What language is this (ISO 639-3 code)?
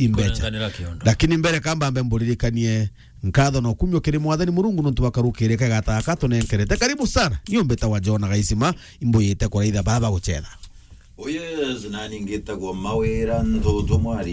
mer